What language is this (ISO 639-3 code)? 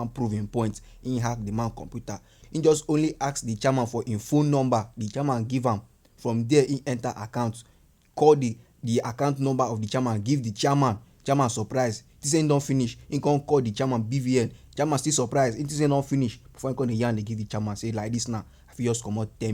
pcm